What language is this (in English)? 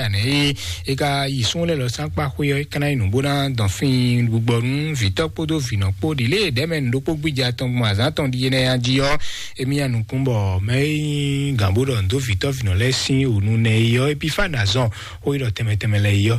Fon